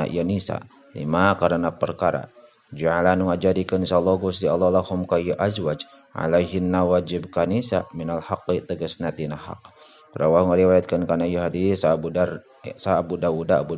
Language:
Sundanese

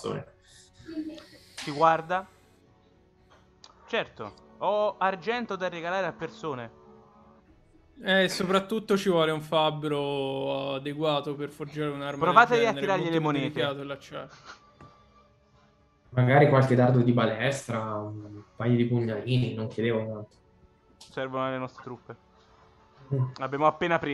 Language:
Italian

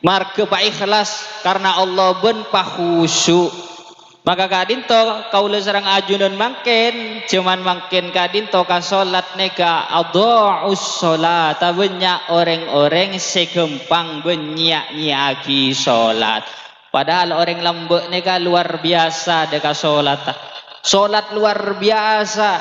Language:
Madurese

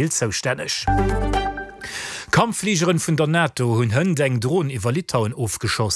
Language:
Luxembourgish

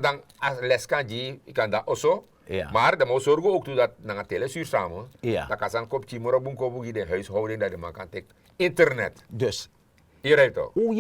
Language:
Sranan Tongo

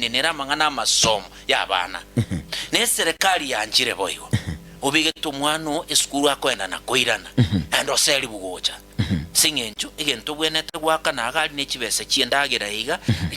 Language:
Gusii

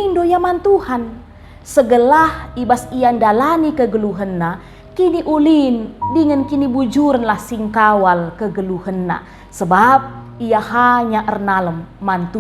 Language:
Batak Karo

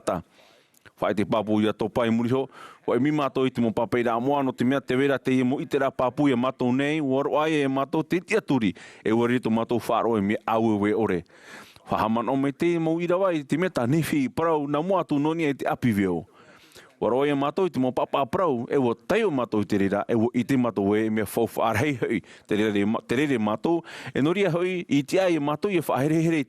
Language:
Tahitian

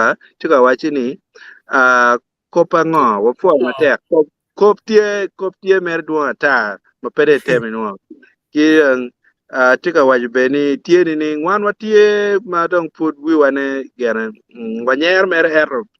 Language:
Acoli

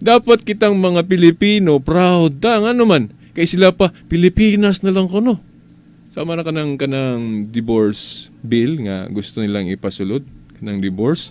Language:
Cebuano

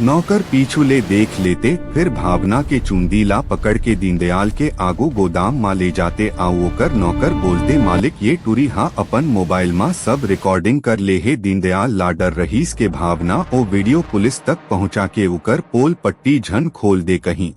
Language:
Chhattisgarhi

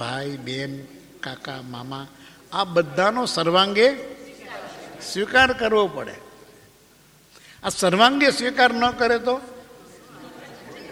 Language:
Gujarati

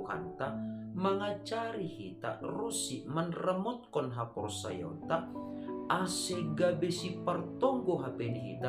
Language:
Batak Simalungun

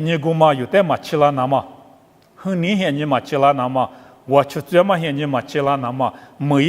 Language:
Lisu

